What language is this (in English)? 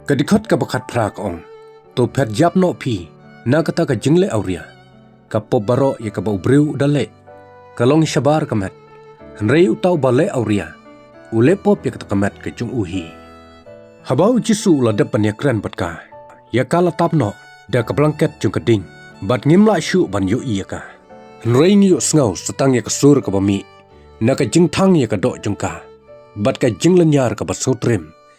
Khasi